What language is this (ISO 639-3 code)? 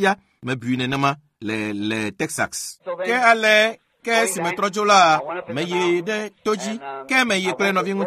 ewe